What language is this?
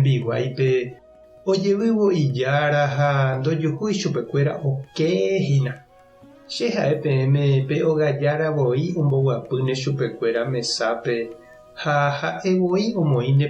Guarani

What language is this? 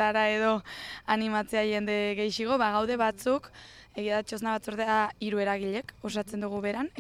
Basque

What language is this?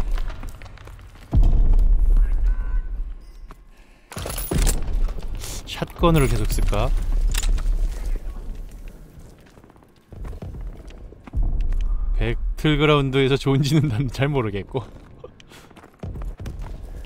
Korean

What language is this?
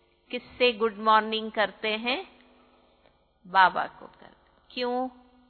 Hindi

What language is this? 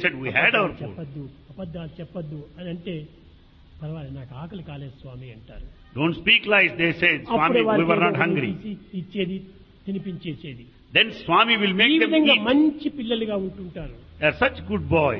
Telugu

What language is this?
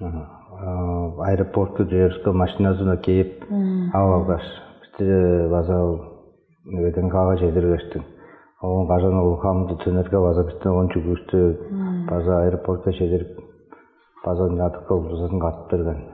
Tuvinian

